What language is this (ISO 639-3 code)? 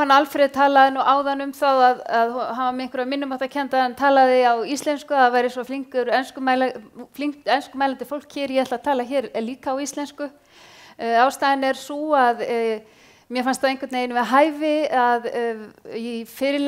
isl